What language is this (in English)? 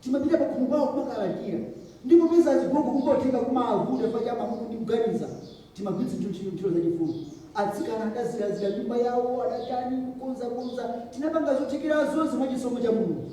Nyanja